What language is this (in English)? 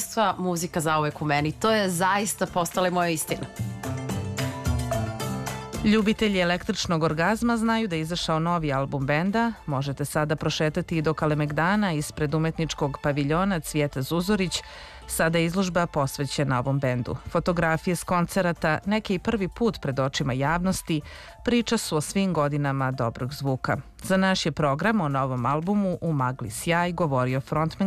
Serbian